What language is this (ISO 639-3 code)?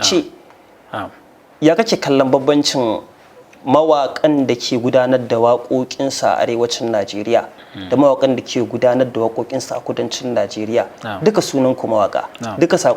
hau